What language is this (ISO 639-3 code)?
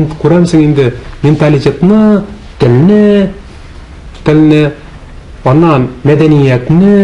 tat